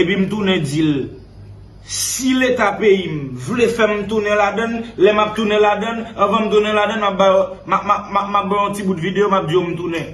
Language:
Haitian Creole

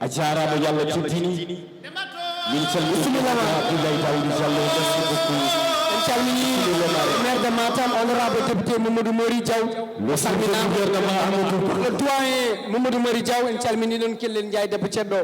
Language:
Fula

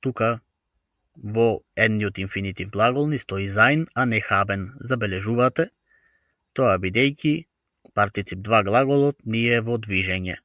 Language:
Macedonian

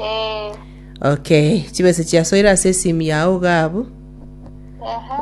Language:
Gusii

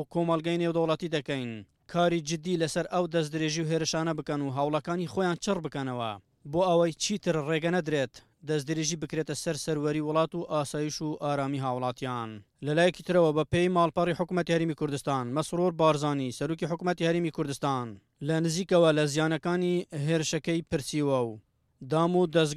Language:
Central Kurdish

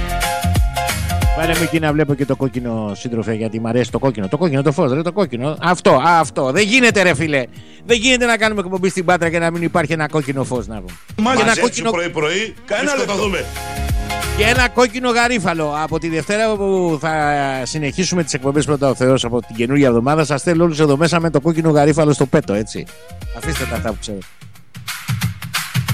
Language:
Greek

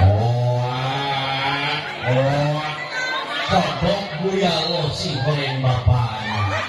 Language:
Sundanese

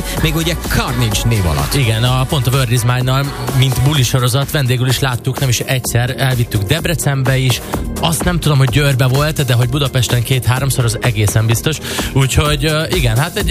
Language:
Hungarian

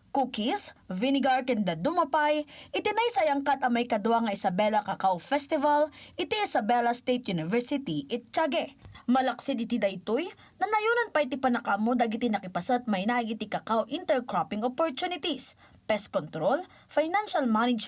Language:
Iloko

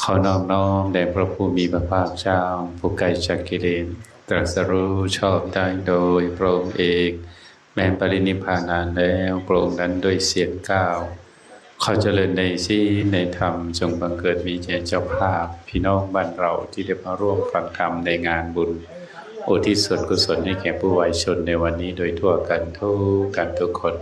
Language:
Northeastern Thai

